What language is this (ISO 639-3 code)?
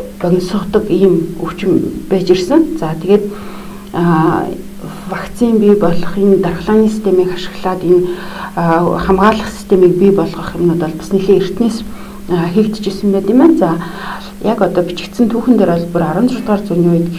mon